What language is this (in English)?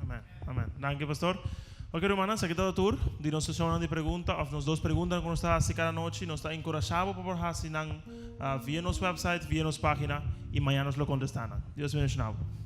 Papiamento